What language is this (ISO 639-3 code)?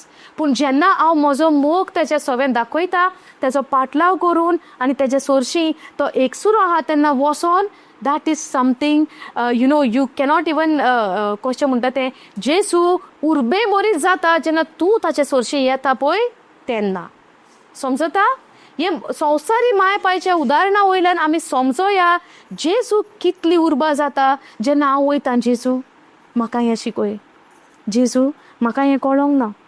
kok